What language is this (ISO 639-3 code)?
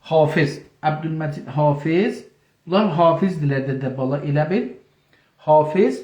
azb